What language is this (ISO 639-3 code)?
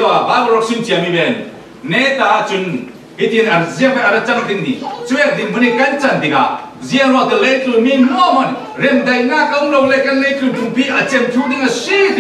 cfm